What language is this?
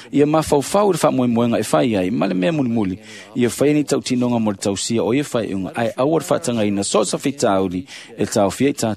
Samoan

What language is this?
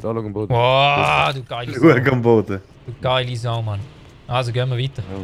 Swiss German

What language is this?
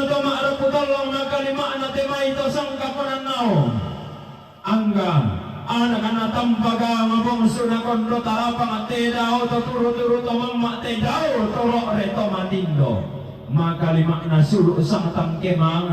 Toraja-Sa'dan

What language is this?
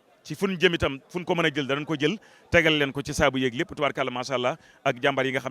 Wolof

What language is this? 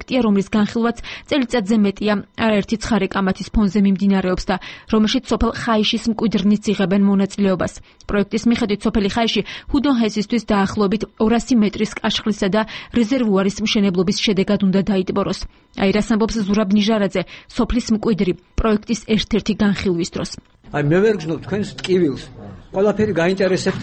Georgian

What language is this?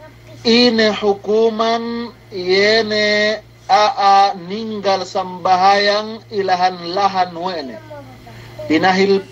Yakan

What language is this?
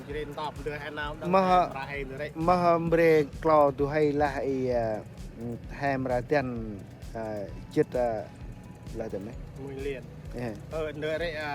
Central Mnong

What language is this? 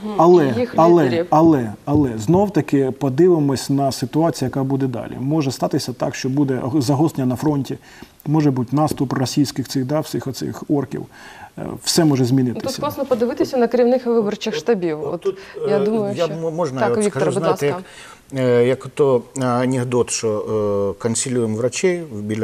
Ukrainian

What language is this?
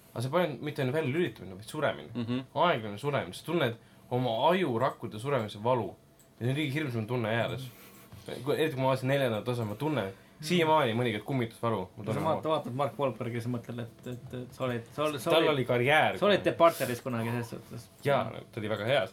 Estonian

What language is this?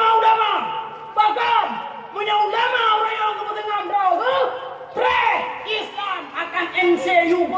Achinese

